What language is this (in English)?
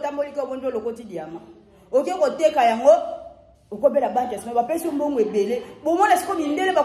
Lingala